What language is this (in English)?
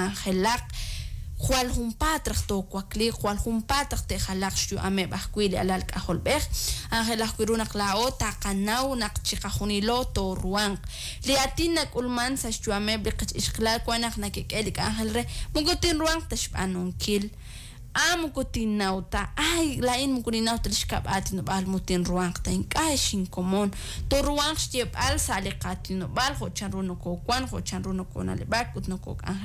Kekchí